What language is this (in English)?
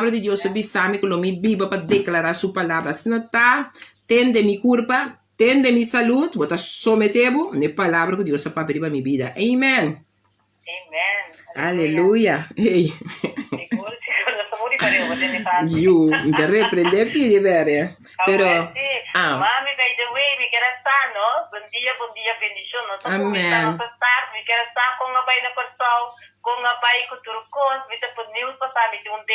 Papiamento